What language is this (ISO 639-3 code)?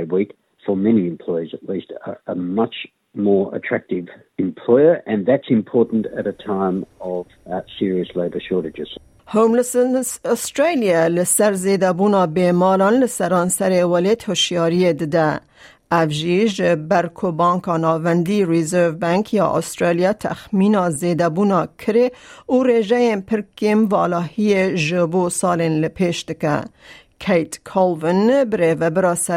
kur